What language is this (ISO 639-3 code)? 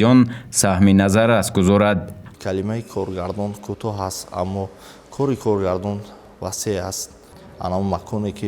tgk